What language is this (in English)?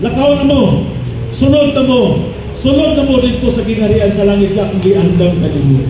Cebuano